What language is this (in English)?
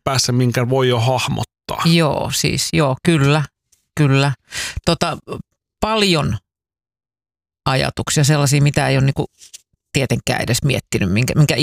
Finnish